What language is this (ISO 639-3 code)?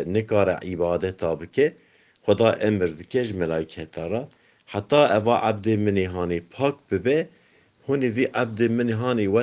kur